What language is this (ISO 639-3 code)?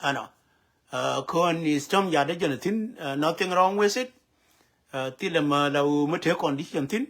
nus